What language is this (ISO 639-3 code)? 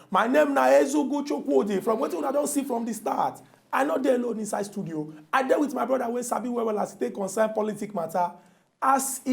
pcm